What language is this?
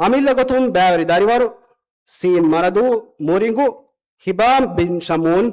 Divehi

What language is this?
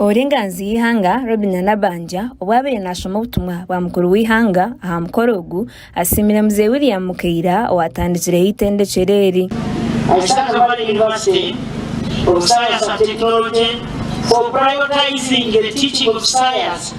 Nyankole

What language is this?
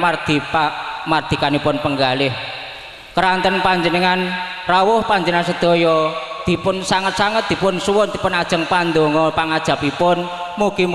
Javanese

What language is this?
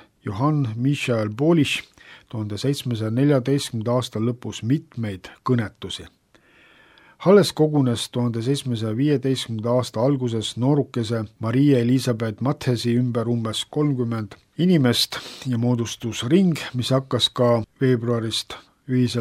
Estonian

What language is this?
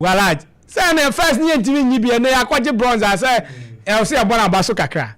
Akan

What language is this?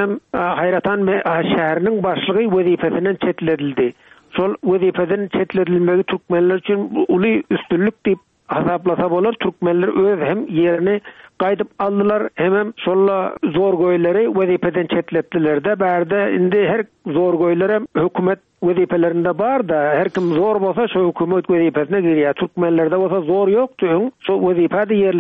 Turkmen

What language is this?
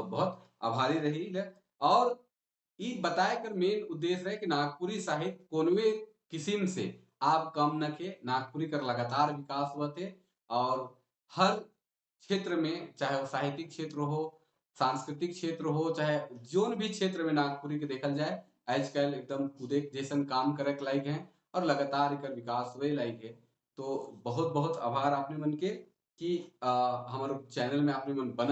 Sadri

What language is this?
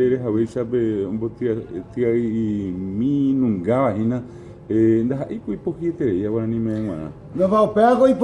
Guarani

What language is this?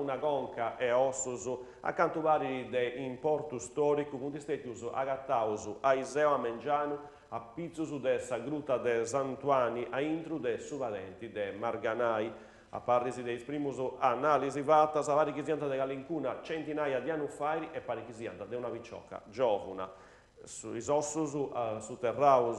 Sardinian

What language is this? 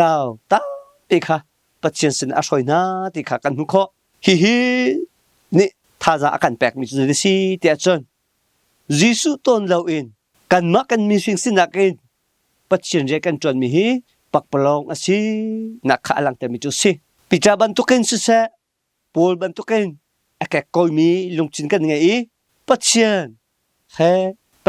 Hakha Chin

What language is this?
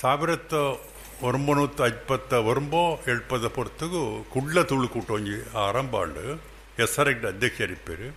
Tulu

